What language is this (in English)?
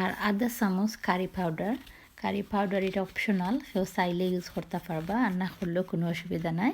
Sylheti